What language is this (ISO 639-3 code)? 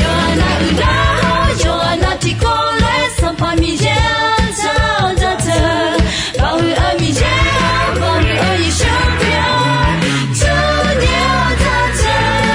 ahk